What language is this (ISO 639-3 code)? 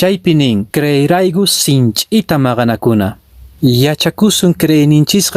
que